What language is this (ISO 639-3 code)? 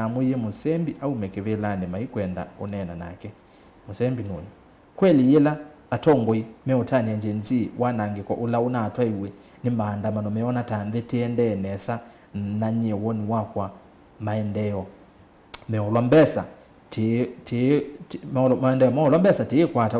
kam